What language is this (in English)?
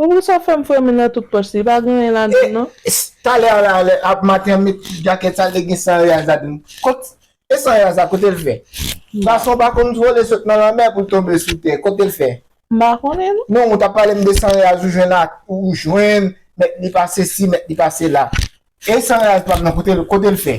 Haitian Creole